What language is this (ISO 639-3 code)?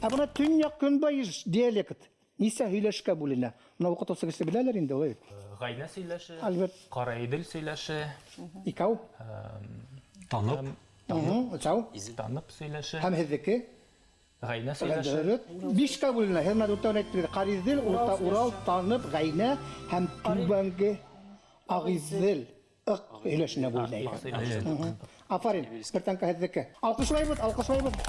bak